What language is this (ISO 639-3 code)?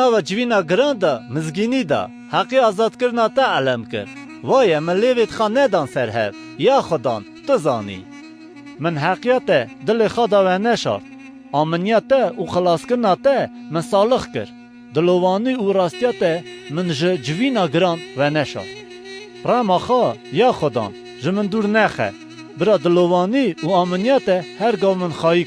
kur